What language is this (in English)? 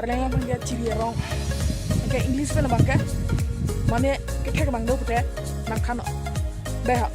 Karbi